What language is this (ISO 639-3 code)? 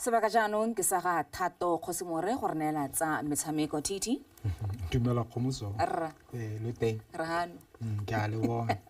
tsn